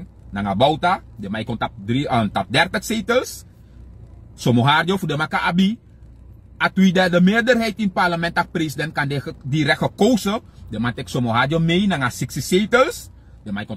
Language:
Sranan Tongo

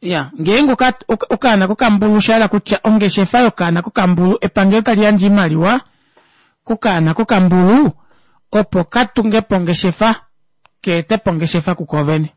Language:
Kuanyama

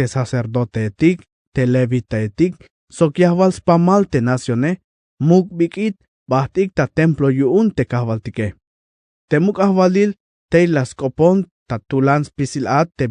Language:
Tzeltal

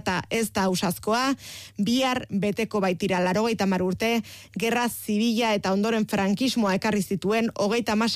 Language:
Basque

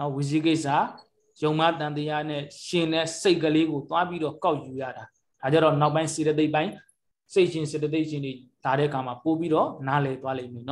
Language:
Burmese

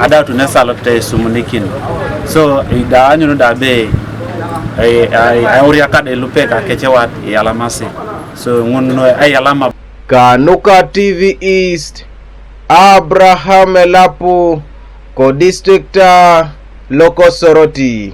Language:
Teso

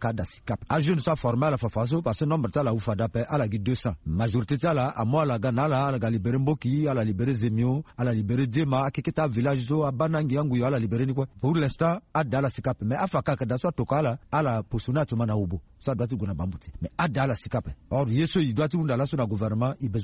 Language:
Sango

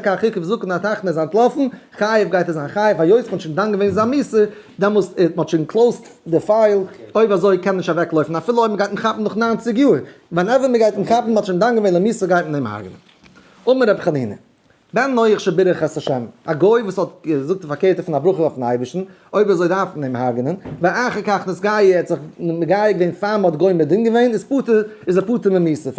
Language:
Yiddish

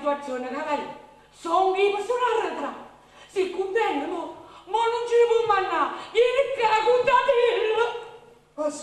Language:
Neapolitan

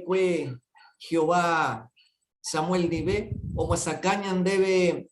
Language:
Guarani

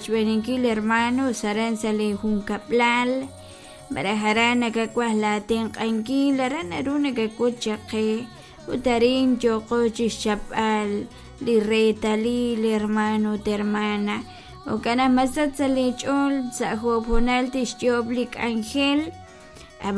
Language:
Kekchí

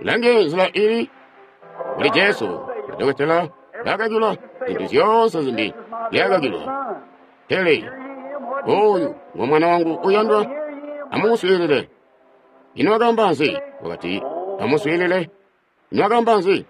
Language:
Tonga (Zambia)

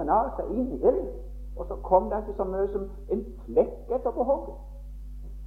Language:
Norwegian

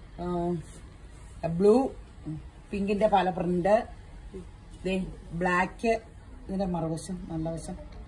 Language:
Malayalam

